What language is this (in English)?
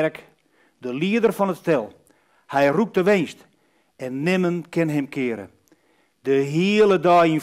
Western Frisian